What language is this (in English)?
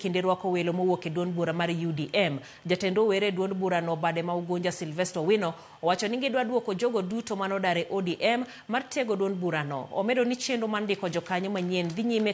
Luo (Kenya and Tanzania)